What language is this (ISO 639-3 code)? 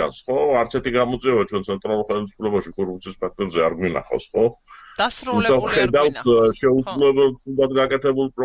kat